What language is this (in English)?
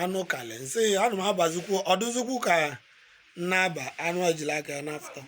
Igbo